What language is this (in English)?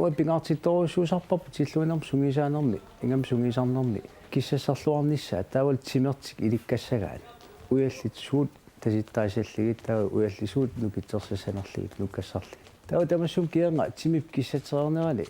Kalaallisut